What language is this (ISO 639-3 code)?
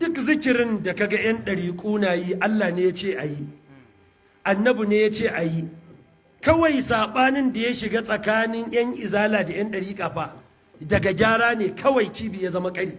hau